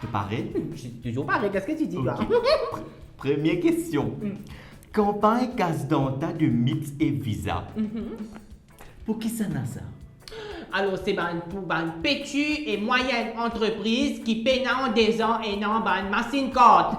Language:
Morisyen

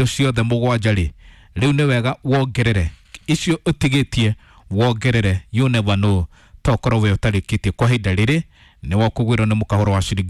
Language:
Kikuyu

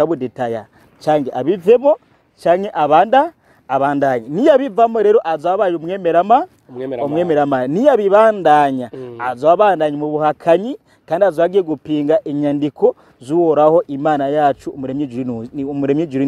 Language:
Rundi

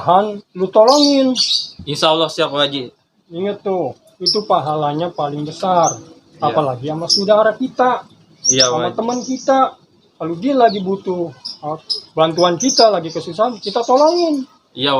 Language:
Betawi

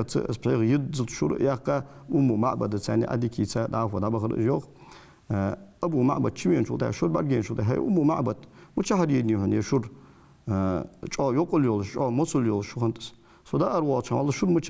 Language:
Ingush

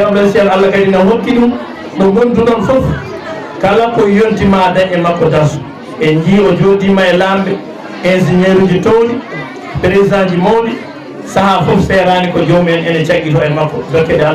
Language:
Fula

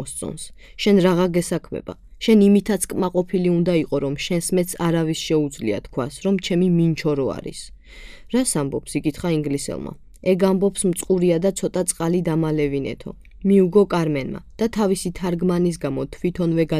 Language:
Georgian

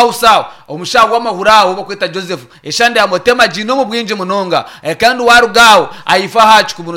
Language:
Nyankole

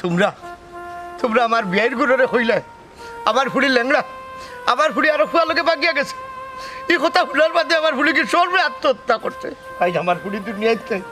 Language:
Sylheti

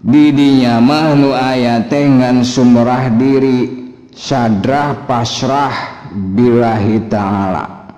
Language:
Sundanese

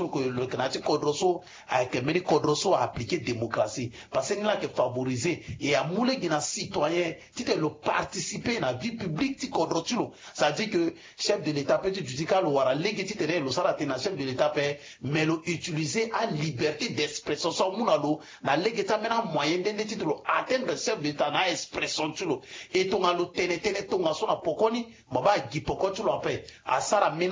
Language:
Sango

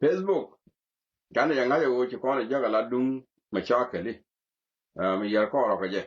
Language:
Nuer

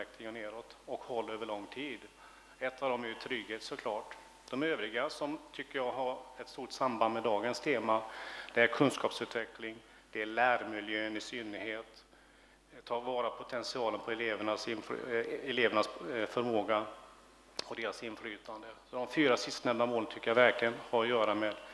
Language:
Swedish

